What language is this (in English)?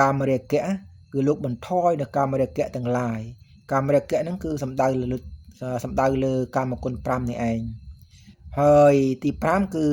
Khmer